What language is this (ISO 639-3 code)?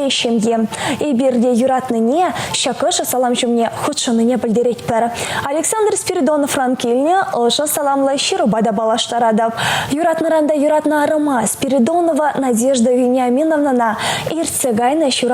chv